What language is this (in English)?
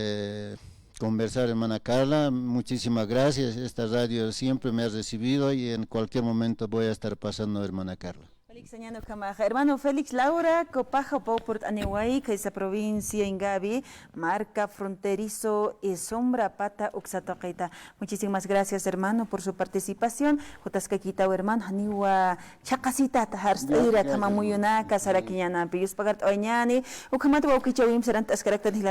Aymara